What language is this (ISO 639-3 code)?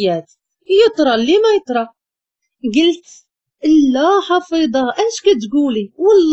ary